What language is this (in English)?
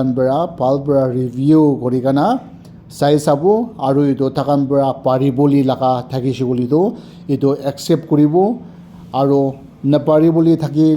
Naga Pidgin